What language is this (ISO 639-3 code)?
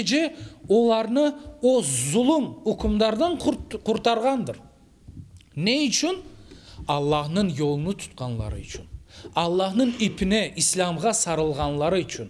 crh